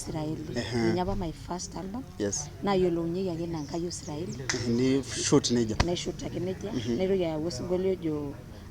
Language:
Masai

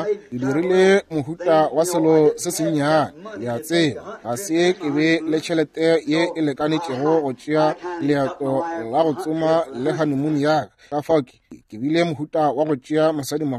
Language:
Northern Sotho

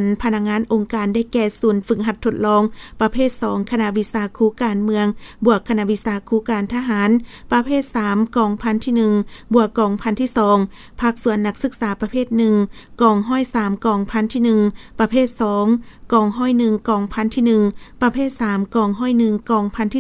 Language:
Lao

